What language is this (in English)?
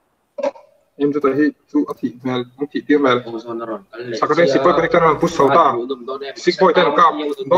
Mizo